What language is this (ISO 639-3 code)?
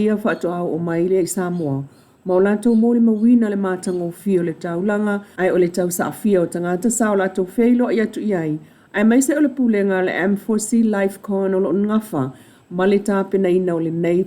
smo